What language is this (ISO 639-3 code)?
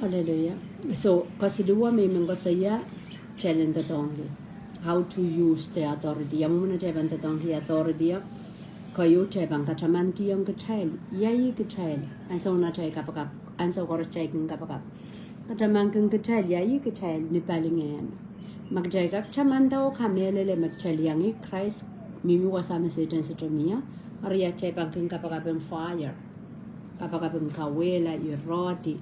pon